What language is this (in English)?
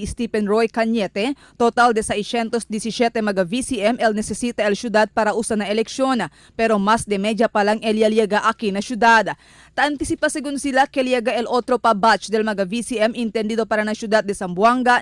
Chavacano